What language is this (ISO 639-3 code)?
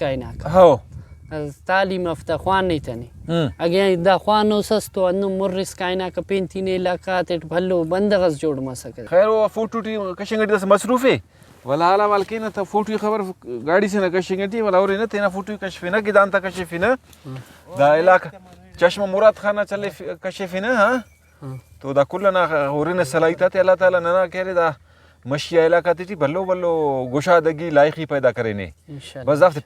brh